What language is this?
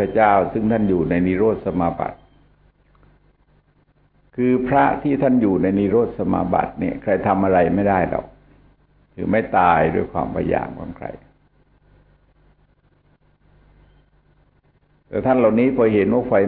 Thai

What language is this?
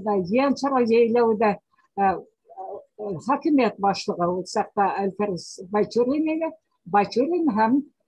Bashkir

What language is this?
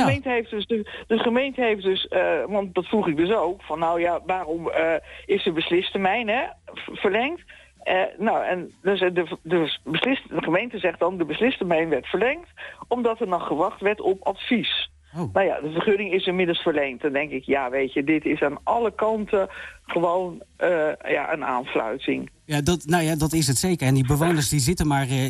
Dutch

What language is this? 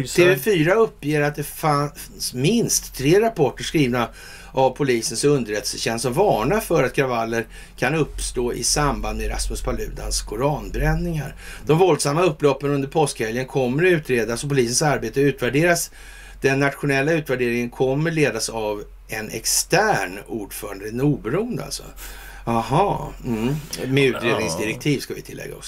Swedish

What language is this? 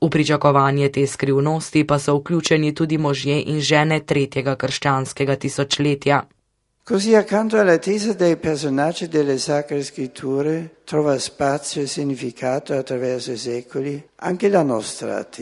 Slovenian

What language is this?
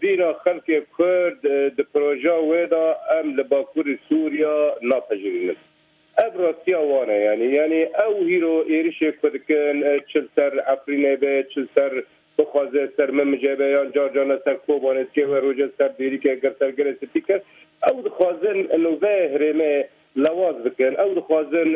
Kurdish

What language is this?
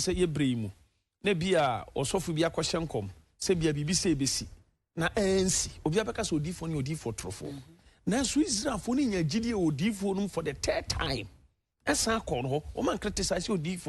Akan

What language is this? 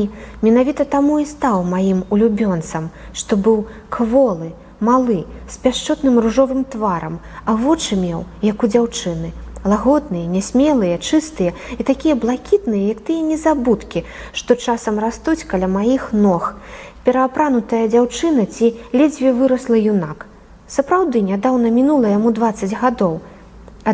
Belarusian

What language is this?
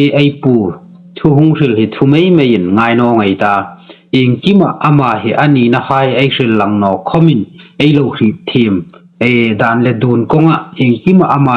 Hmar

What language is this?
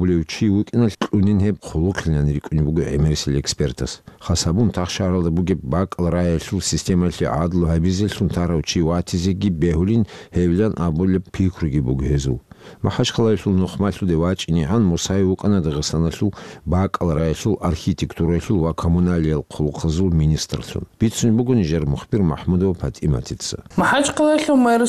Avaric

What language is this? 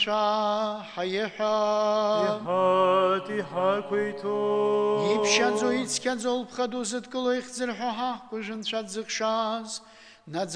Abkhazian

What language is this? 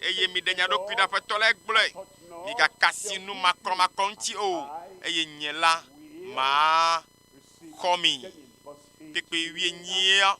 Ewe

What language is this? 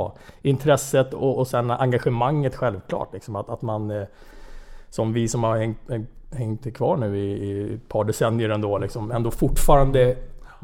Swedish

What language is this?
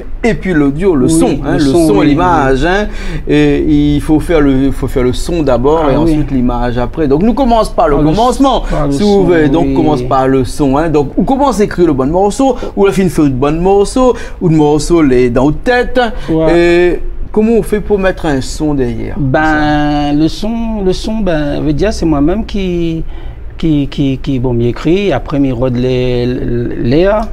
Réunion Creole French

